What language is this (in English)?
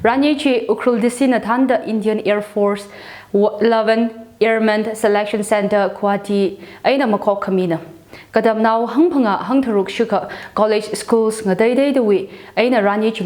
Tangkhul Naga (India)